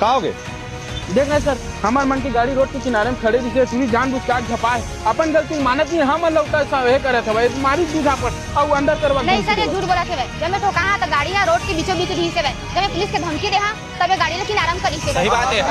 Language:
Chhattisgarhi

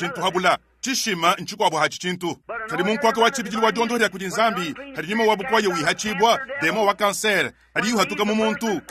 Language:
Luba-Lulua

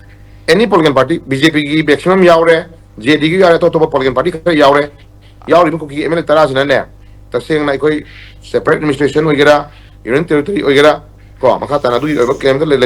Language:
Manipuri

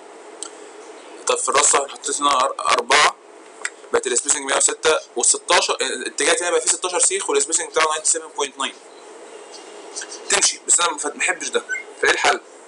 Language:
Egyptian Arabic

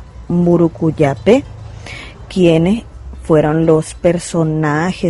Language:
Guarani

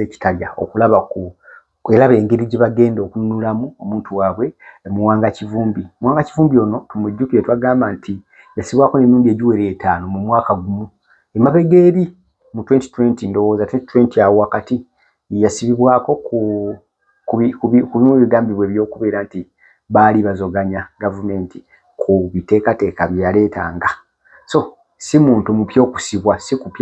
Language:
Ganda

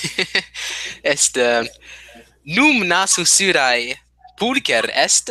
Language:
Latin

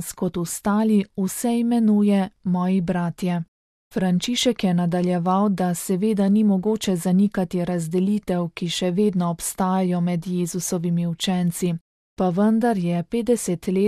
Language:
Slovenian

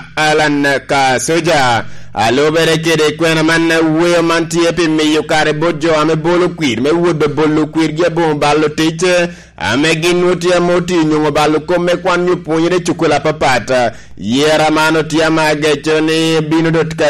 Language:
Lango (Uganda)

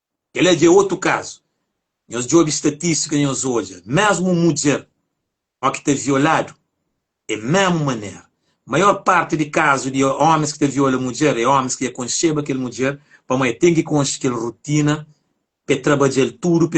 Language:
Kabuverdianu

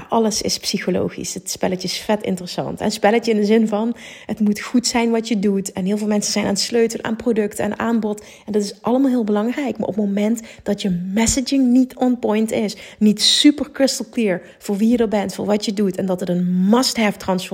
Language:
Dutch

